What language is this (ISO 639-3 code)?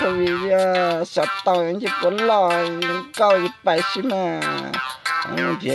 hmn